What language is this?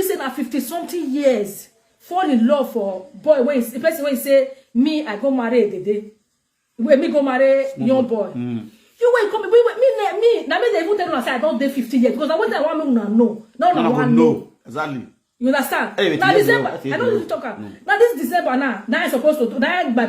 Nigerian Pidgin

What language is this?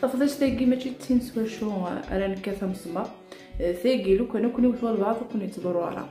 Kabyle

